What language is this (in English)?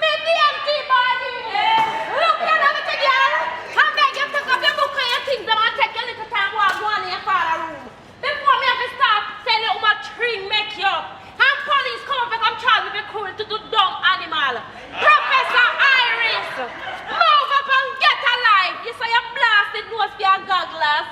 Jamaican Creole English